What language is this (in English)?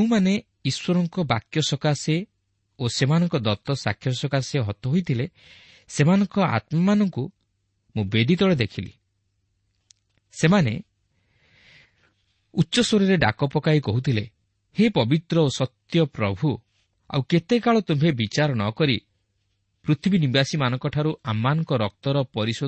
Odia